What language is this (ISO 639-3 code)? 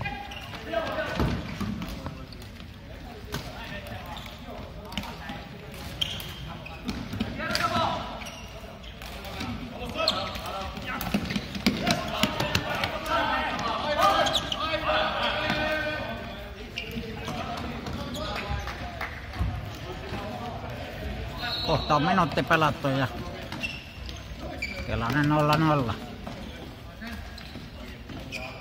fin